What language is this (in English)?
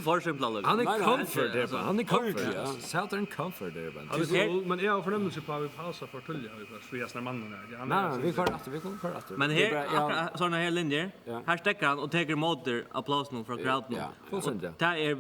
Faroese